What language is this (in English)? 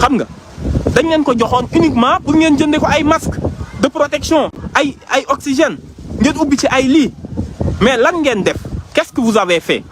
Wolof